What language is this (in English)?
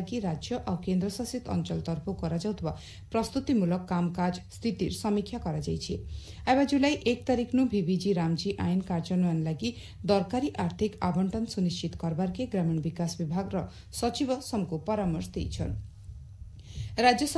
Odia